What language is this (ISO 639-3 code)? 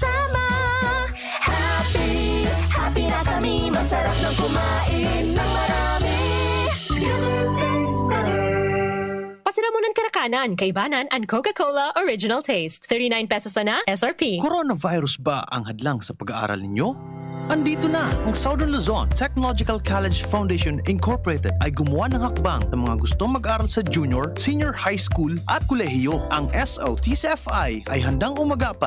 bik